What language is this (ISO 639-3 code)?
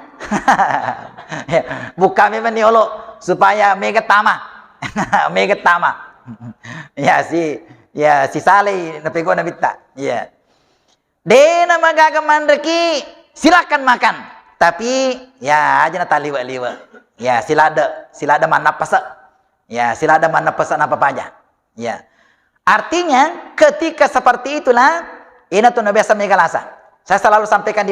bug